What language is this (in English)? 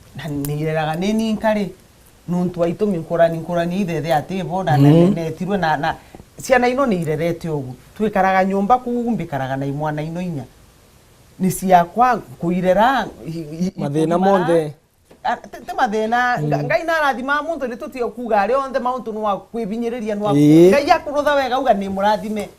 Meru